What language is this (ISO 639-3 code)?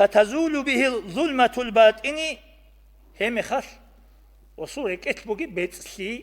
ava